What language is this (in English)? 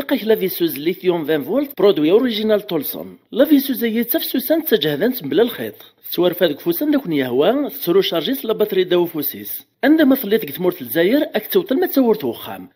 Kabyle